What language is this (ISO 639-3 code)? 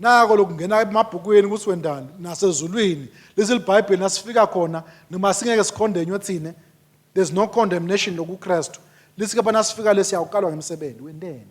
ssw